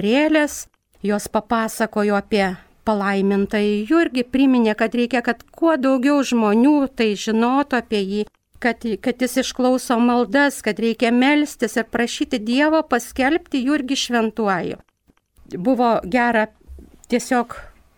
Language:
Lithuanian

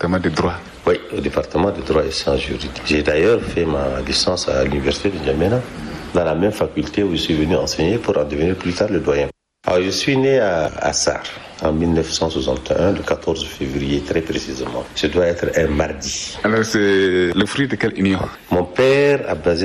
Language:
French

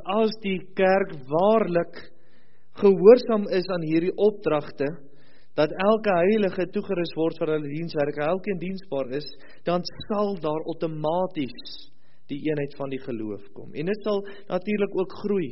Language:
Afrikaans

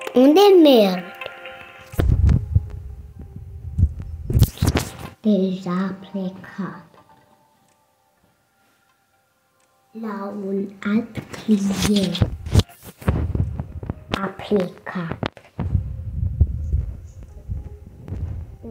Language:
Romanian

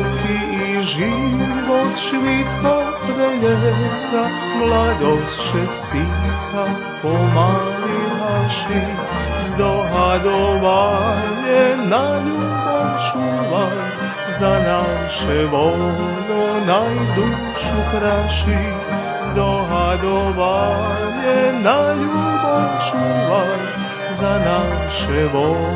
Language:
Rusyn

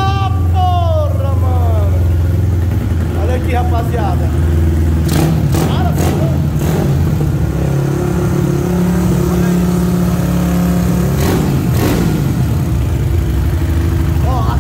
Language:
Portuguese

